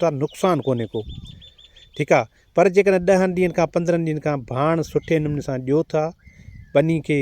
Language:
Sindhi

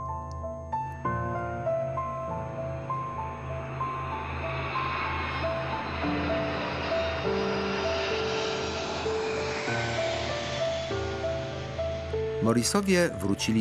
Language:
Polish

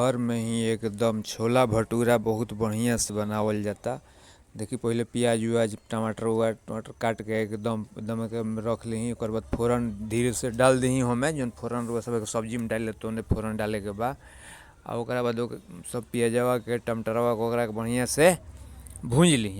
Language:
Bhojpuri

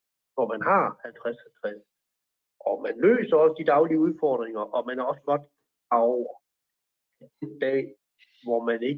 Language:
Danish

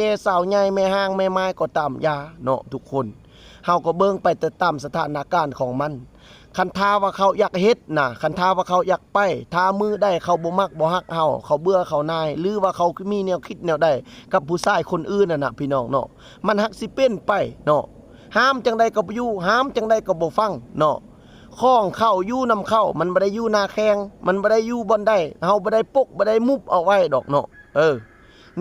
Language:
Lao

